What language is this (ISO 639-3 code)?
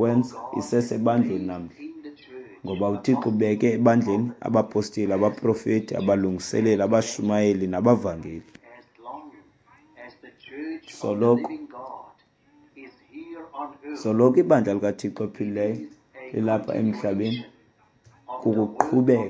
xho